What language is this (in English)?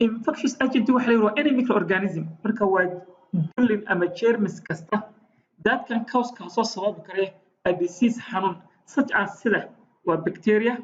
Somali